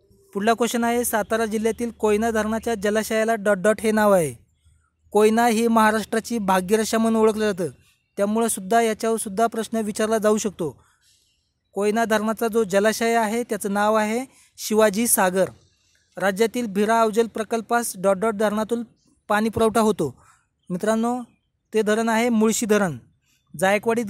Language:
Marathi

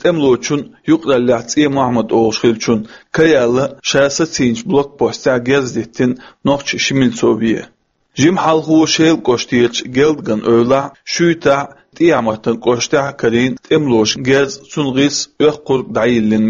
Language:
Chechen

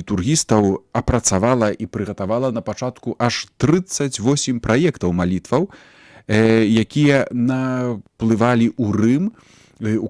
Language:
Belarusian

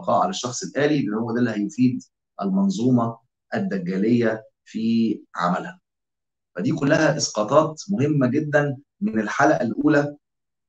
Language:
Egyptian Arabic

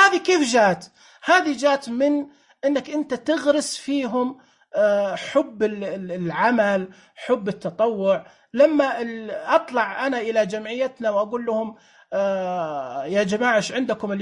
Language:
Najdi Arabic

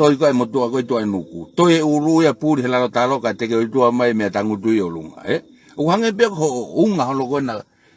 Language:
Tongan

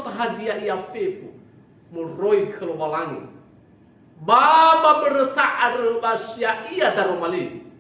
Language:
Nias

